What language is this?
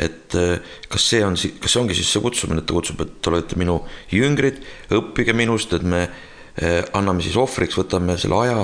Estonian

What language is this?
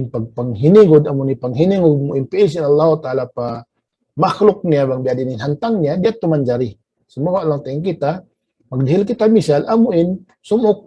Tausug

